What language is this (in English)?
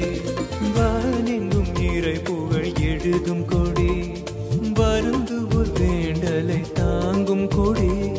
Tamil